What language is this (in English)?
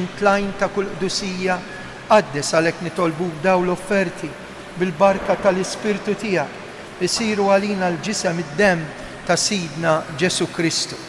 Maltese